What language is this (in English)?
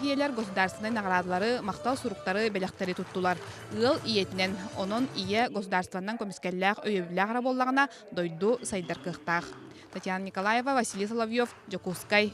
Yakut